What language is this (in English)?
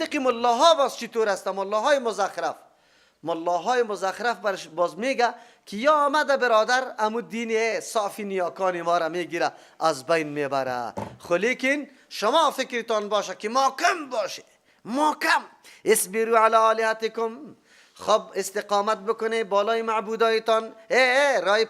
Persian